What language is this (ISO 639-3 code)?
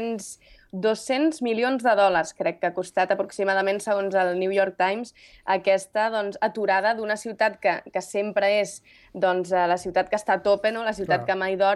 cat